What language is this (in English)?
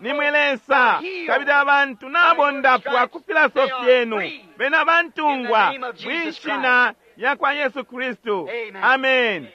Bemba